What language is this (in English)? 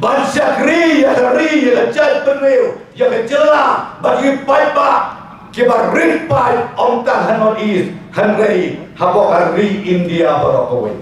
Khasi